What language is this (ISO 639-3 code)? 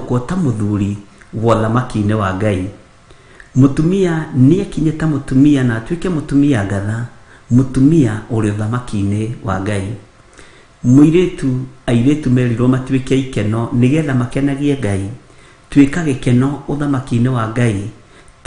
kik